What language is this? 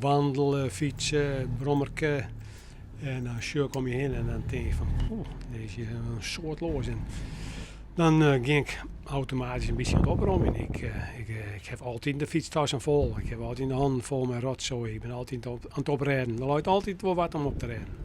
Western Frisian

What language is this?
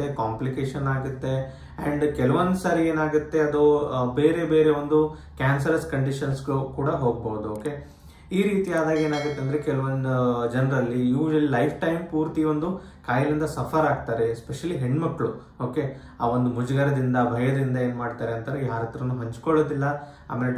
Kannada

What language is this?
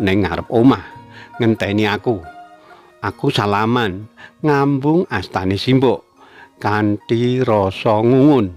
Javanese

